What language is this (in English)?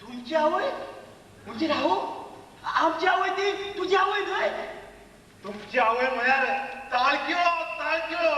Konkani